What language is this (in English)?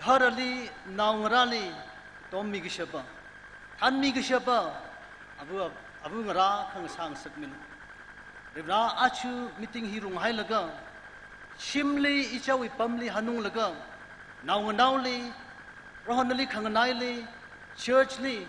Tangkhul Naga (India)